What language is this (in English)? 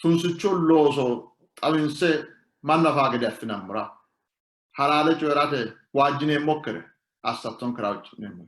Sidamo